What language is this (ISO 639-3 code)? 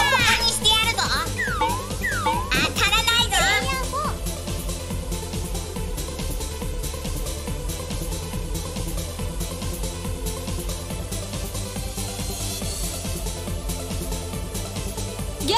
jpn